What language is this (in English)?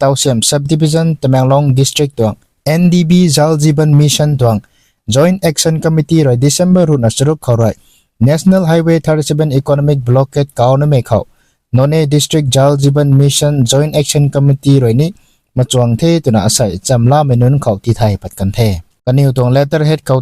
Rongmei Naga